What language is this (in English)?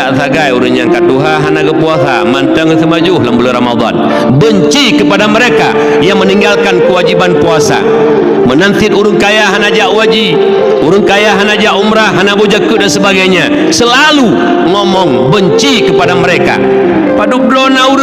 Achinese